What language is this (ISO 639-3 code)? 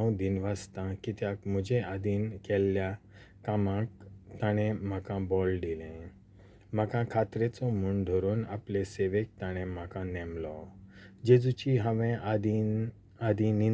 kok